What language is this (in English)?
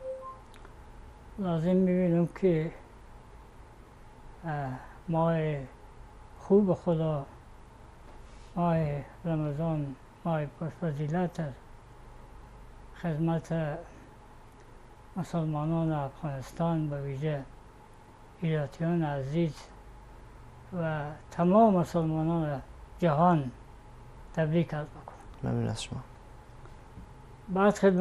Persian